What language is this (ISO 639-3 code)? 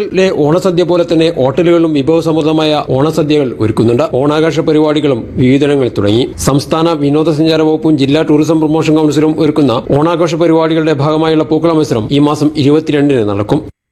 mal